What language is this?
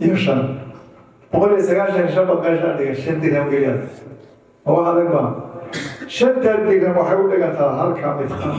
Somali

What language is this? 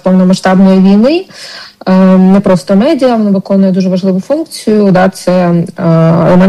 Ukrainian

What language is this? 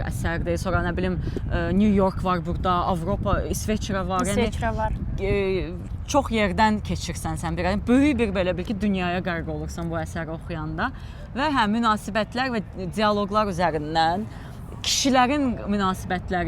Azerbaijani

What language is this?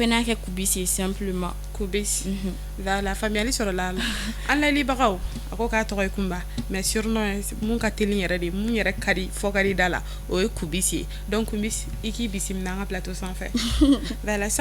Bambara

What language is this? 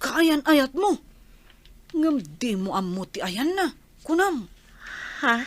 Iloko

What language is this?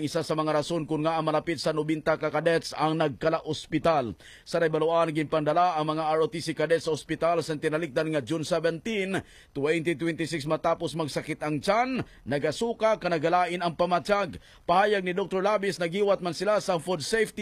Hiligaynon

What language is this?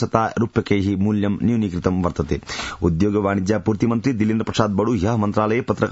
Sanskrit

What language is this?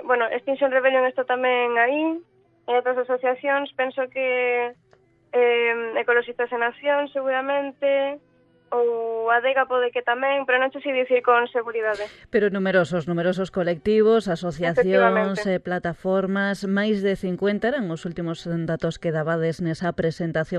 Galician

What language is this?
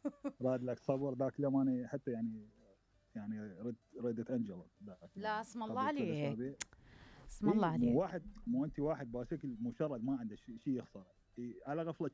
Mesopotamian Arabic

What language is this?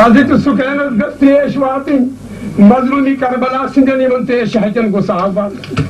Kashmiri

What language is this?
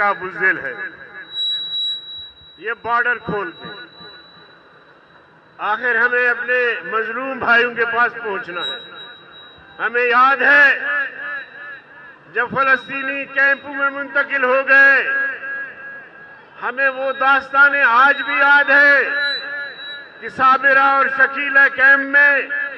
Urdu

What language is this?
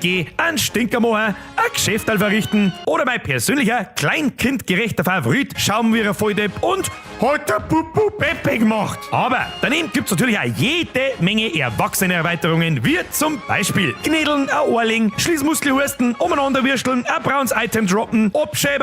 Bavarian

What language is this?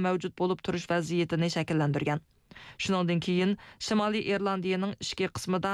Uyghur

